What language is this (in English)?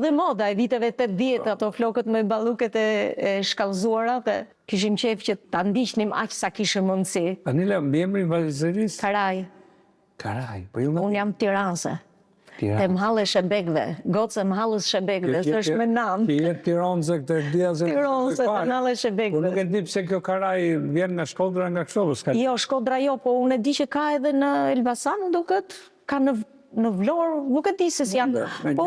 Albanian